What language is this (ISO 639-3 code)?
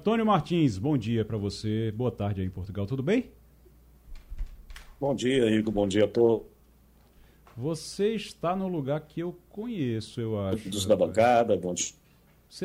por